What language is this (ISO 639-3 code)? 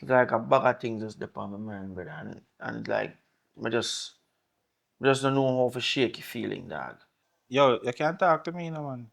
jam